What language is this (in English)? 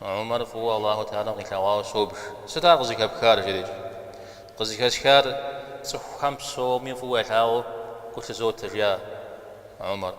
Kabardian